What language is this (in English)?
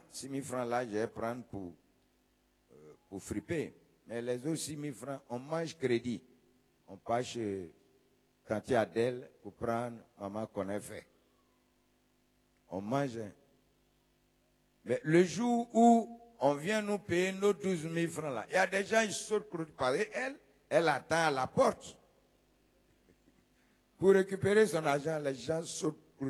French